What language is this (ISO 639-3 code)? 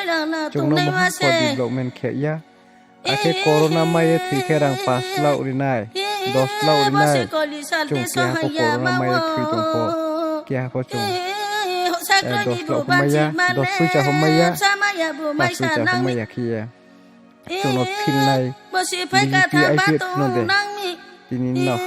ria